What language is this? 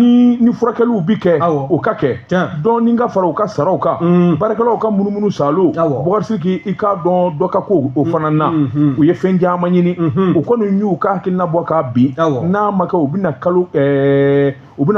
Bambara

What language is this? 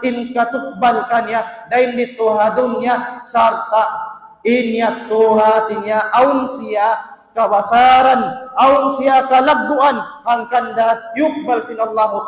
Tausug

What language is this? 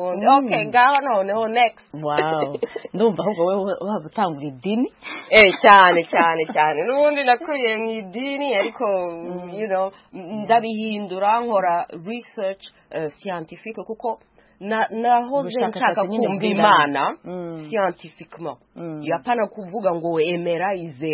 Kinyarwanda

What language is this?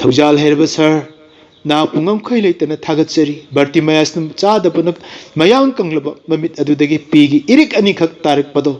Manipuri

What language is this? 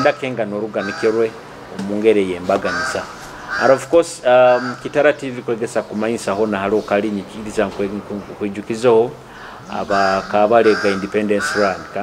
Nyoro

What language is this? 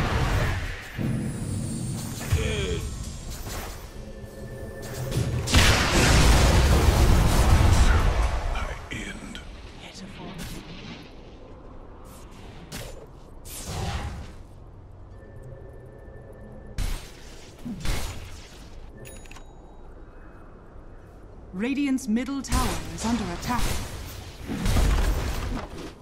English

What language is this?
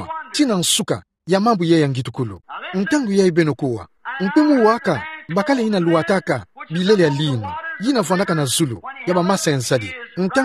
Kituba (Democratic Republic of Congo)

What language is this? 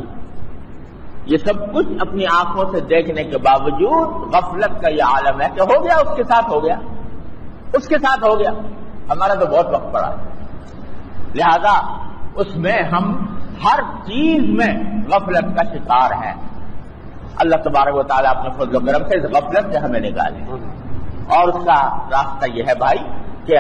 Urdu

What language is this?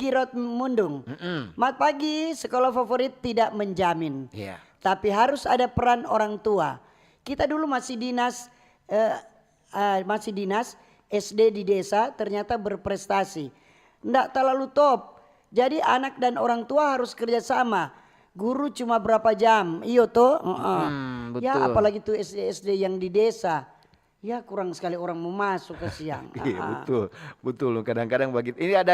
Manado Malay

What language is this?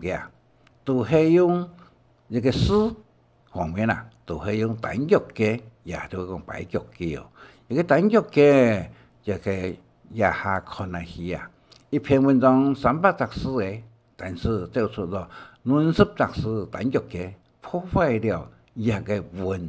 Hakka Chinese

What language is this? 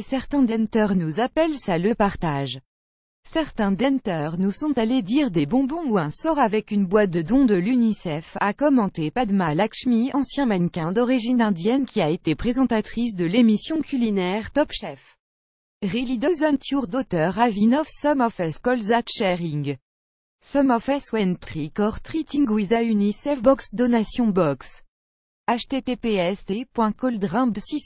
French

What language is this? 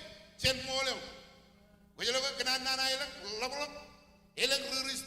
Marshallese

